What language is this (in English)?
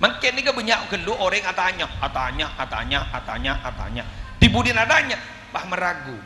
Madurese